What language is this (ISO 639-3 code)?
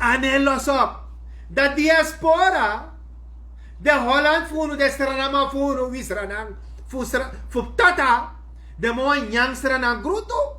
srn